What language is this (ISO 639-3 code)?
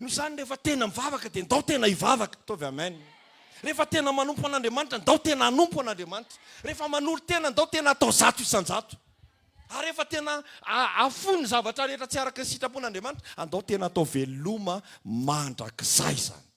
mlg